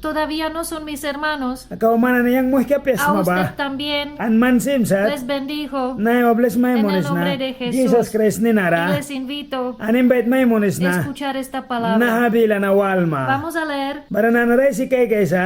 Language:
Mískito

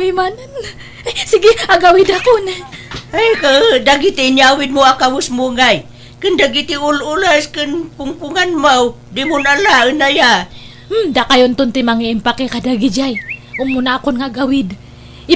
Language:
Iloko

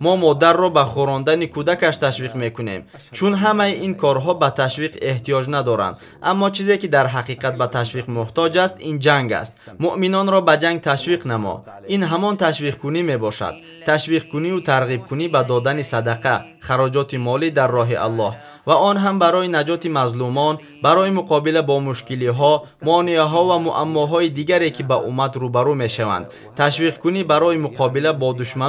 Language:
Tajik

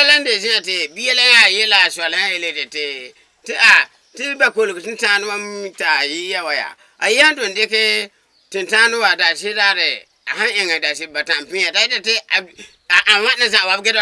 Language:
Frafra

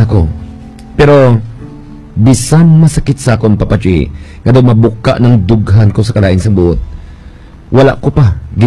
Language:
Hiligaynon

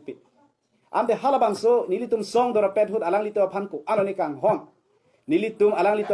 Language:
Karbi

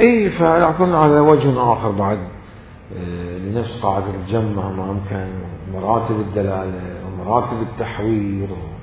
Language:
Mesopotamian Arabic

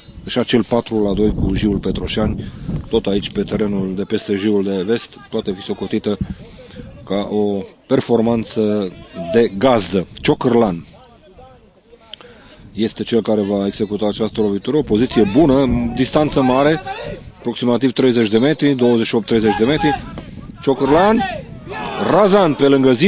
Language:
Romanian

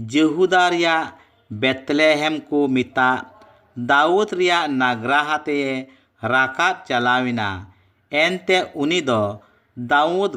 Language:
Santali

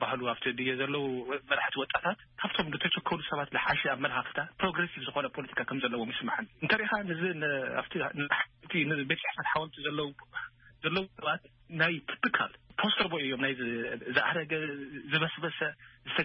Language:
Tigrinya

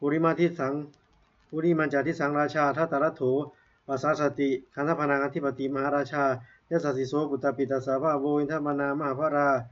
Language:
Pali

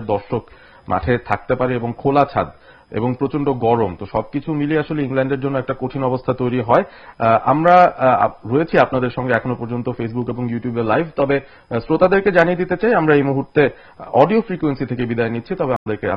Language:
Bangla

